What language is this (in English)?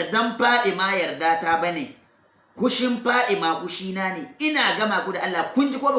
Hausa